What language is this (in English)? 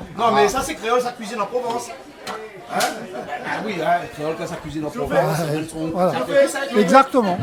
Réunion Creole French